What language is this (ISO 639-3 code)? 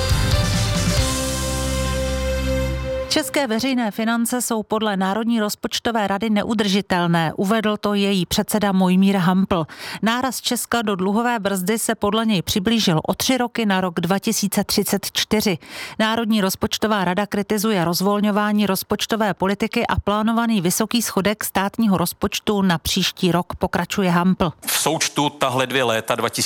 ces